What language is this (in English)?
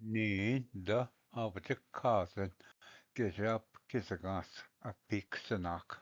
Ojibwa